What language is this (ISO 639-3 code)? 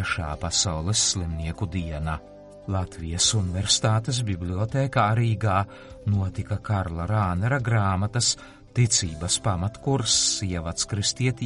lav